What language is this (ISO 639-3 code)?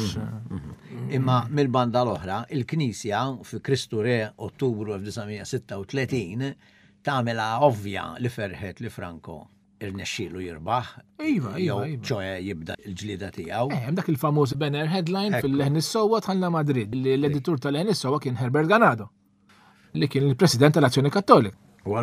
mlt